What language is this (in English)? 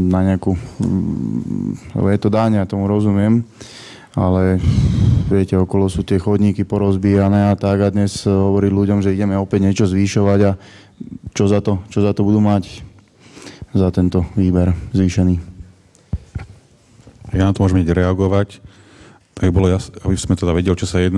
Slovak